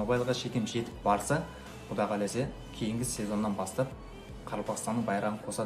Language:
Kara-Kalpak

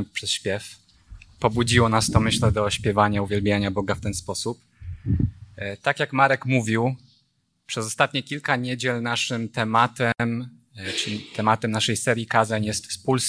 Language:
Polish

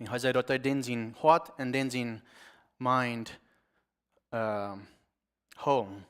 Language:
Plautdietsch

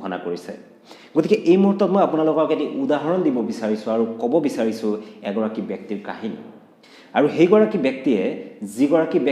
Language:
Assamese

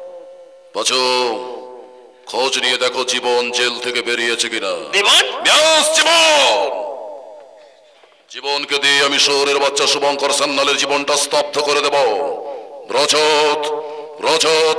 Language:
Bangla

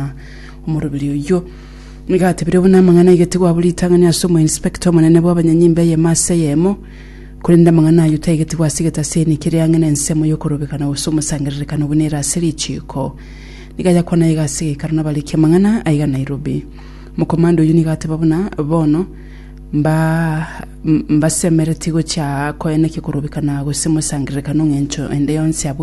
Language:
Gusii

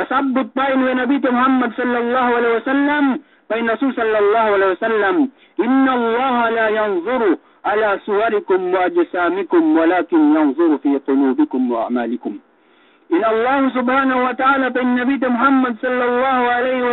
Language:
Yakan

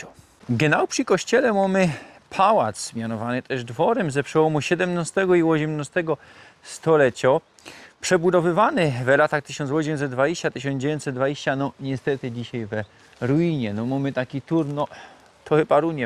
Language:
Silesian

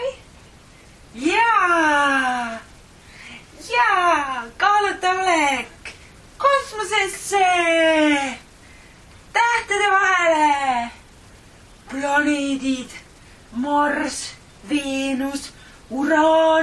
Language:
Estonian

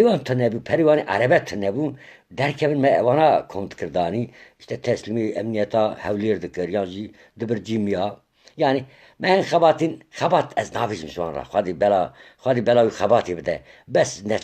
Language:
Kurdish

